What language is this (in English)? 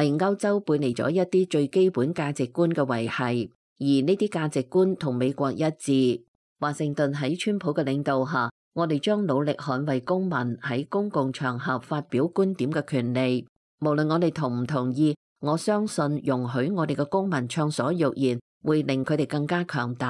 Cantonese